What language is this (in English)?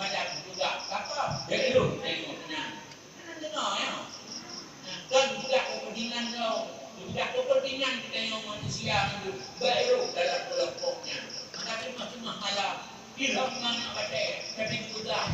Achinese